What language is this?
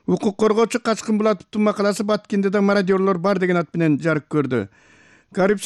Kyrgyz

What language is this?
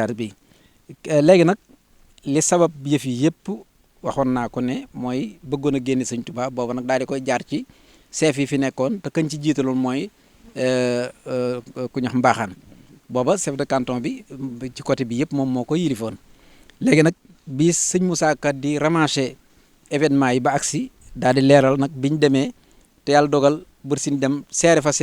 Wolof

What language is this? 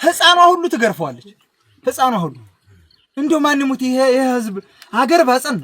Amharic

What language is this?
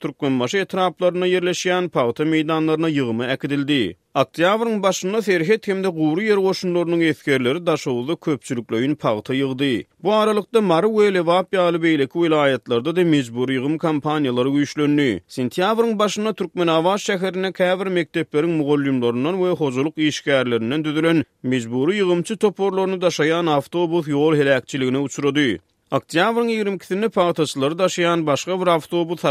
Turkmen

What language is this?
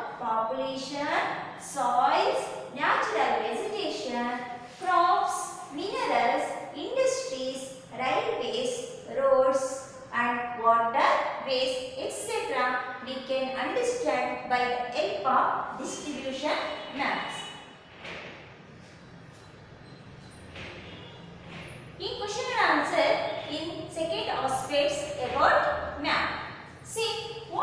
English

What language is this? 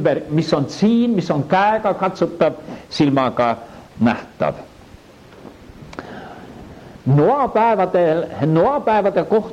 Estonian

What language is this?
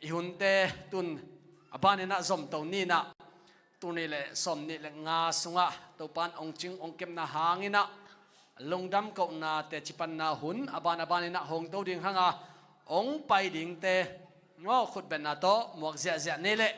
Tedim Chin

